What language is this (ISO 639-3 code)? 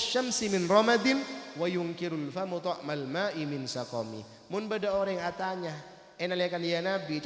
mad